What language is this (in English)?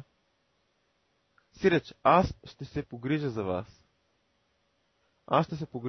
Bulgarian